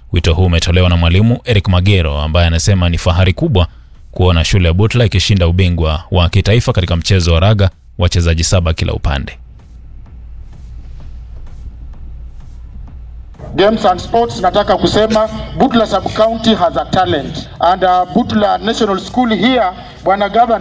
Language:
Swahili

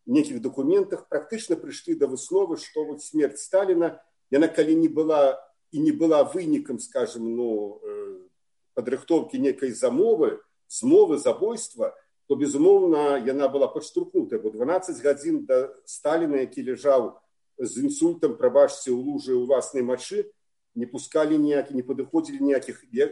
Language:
Belarusian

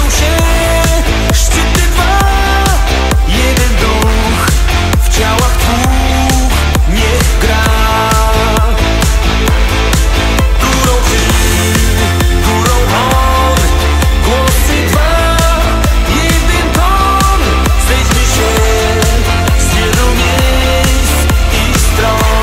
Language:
Polish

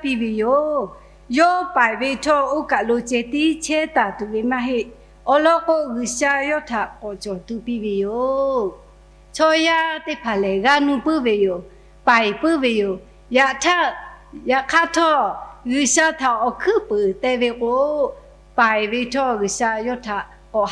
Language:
Lahu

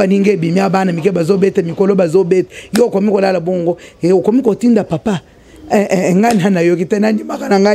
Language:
Lingala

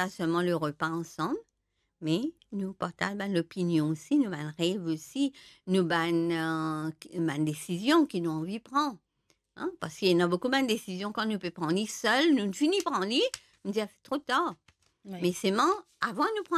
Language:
Morisyen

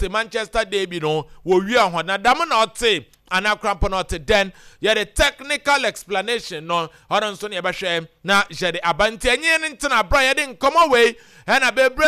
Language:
Akan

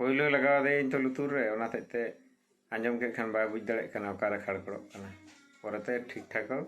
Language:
Santali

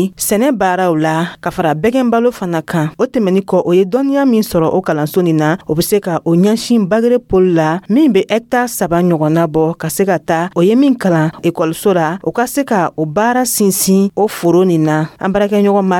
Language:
Dyula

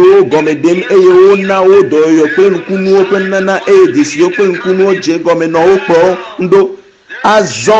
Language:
Ewe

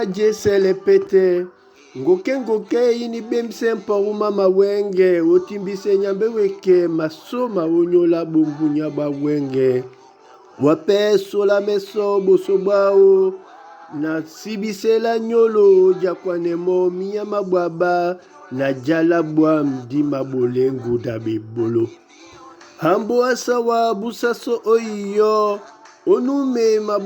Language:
Duala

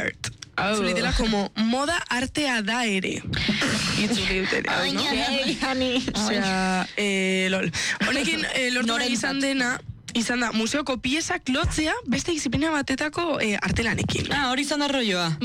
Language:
Basque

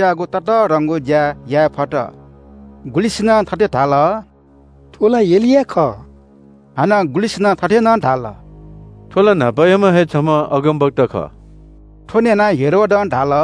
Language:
Newari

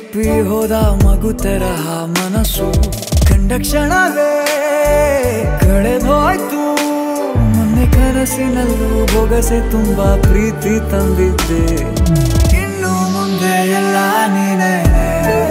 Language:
Kannada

